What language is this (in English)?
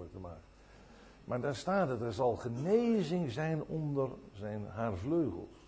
Dutch